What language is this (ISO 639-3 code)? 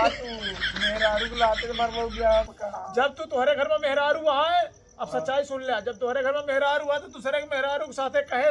awa